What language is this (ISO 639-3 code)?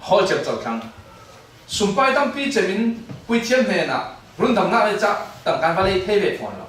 cfm